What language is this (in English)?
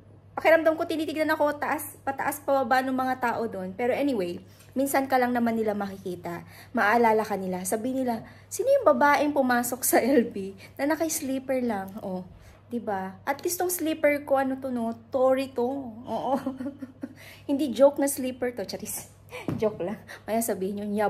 Filipino